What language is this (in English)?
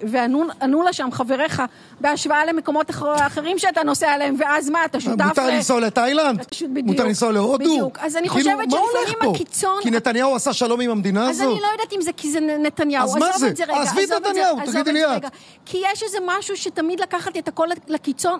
Hebrew